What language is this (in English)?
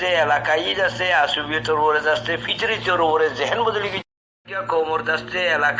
Rohingya